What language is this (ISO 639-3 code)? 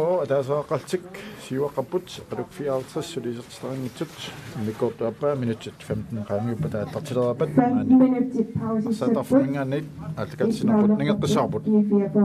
kal